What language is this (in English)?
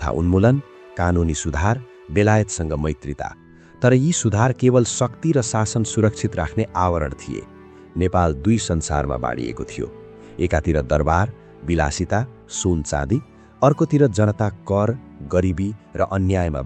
Nepali